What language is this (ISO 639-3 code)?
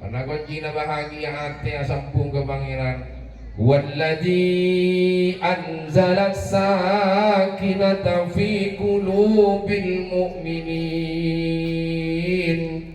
mad